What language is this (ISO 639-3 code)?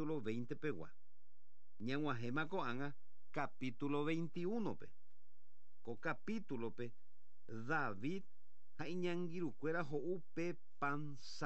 grn